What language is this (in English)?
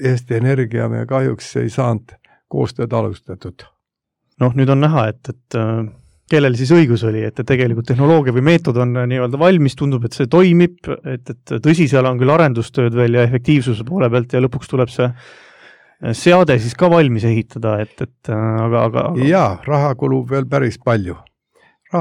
Estonian